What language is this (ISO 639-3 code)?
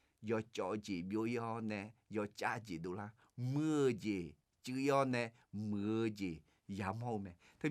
ahk